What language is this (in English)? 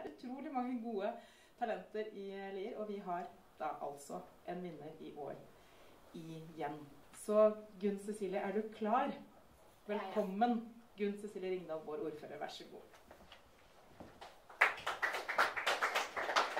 Norwegian